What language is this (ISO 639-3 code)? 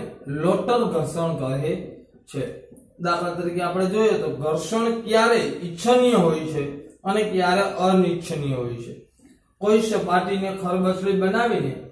guj